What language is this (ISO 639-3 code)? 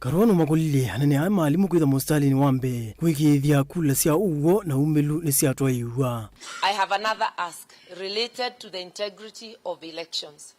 kam